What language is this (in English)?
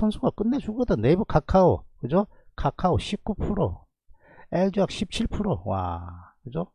Korean